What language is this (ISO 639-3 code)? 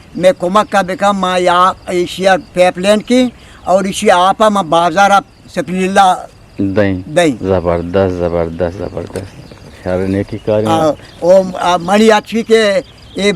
bgp